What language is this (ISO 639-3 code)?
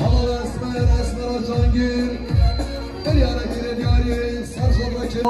kur